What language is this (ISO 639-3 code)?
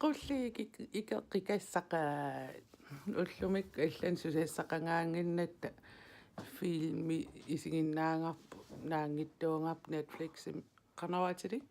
kal